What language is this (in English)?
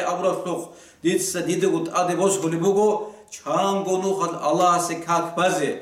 Avaric